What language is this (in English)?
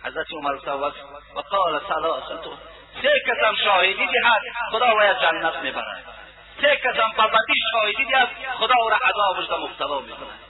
Tajik